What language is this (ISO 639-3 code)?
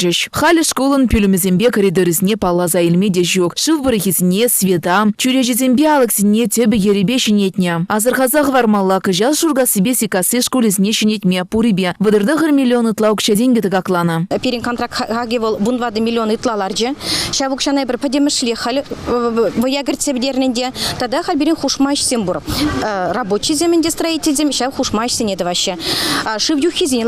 chv